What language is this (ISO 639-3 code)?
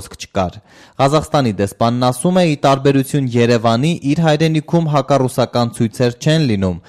hye